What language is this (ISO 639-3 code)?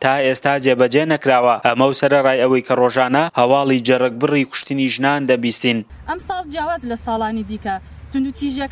ckb